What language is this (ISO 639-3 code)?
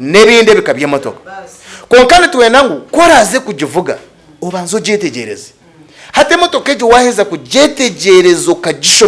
nyn